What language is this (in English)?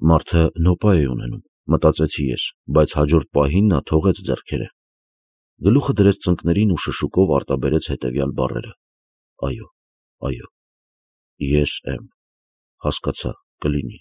Armenian